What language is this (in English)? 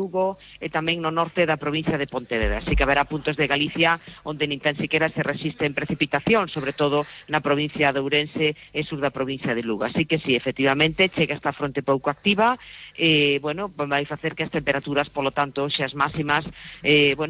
Galician